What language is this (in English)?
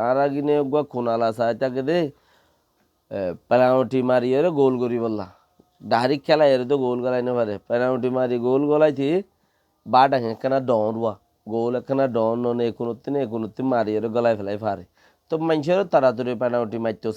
Rohingya